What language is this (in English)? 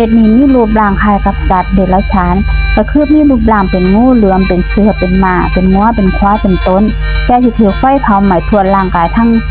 Northeastern Thai